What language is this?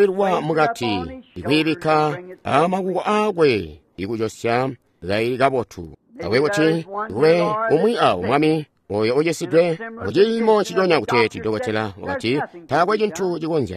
Tonga (Zambia)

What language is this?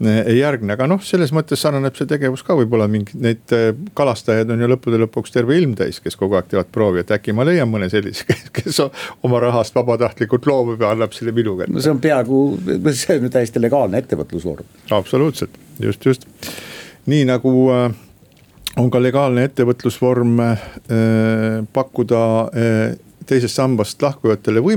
Estonian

